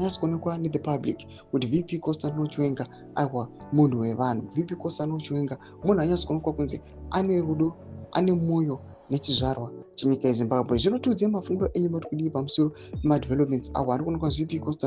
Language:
Shona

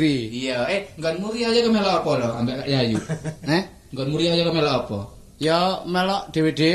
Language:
Javanese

